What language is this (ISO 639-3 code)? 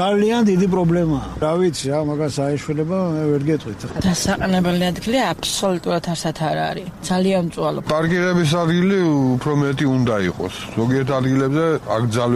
kat